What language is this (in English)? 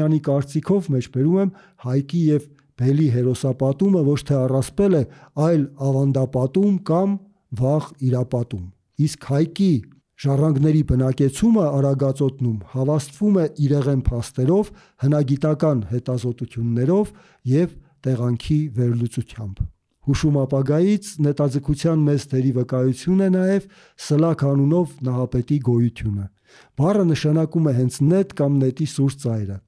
Armenian